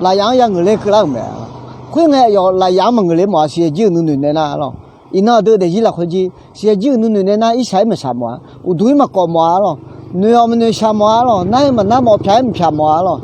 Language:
Akha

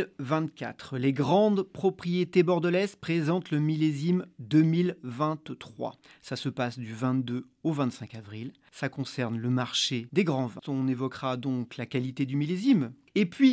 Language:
French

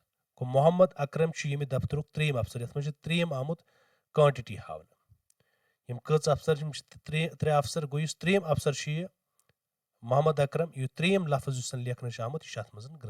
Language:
Kashmiri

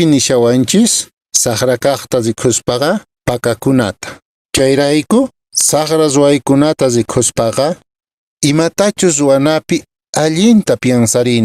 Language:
Quechua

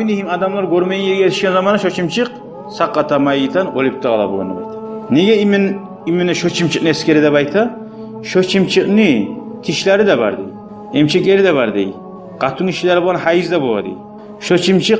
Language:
Kumyk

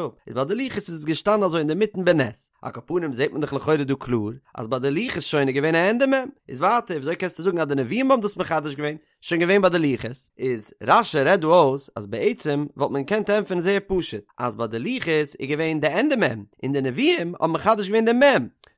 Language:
Yiddish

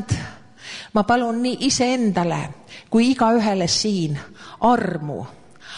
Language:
Estonian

